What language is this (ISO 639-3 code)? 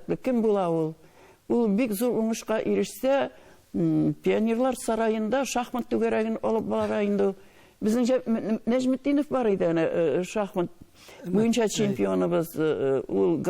tat